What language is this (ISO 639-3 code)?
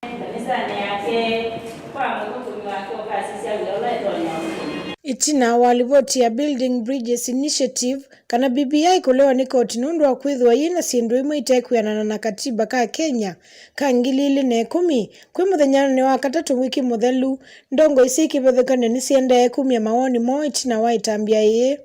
kam